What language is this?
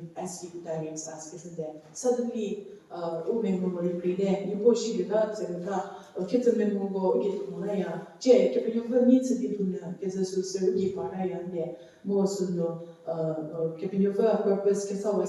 Angami Naga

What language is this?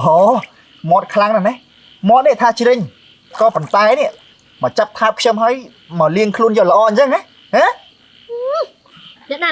Khmer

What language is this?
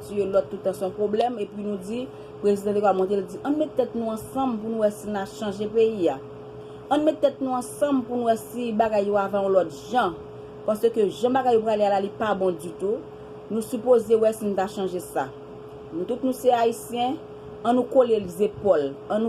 Haitian Creole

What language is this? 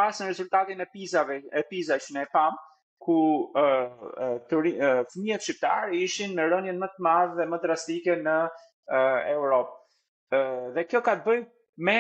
Albanian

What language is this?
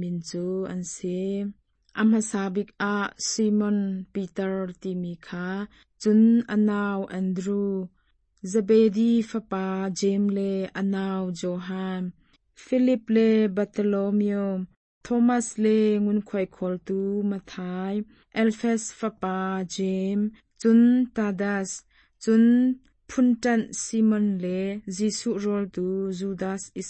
Hakha Chin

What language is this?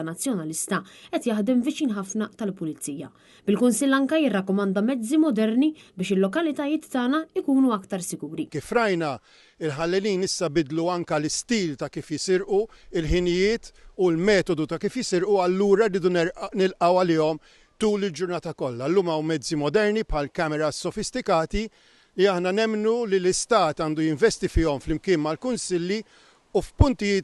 Maltese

